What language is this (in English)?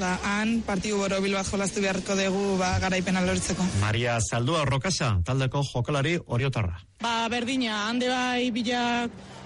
Basque